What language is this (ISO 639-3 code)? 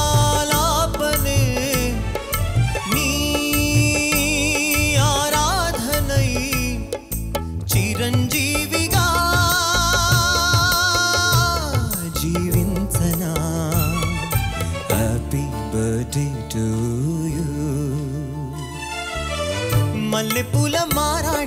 tel